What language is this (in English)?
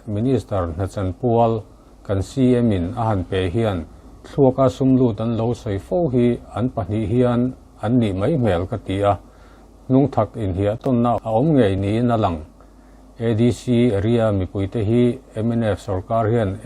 Mizo